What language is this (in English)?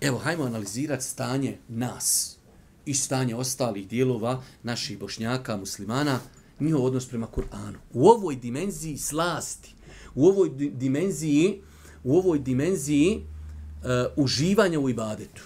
Bosnian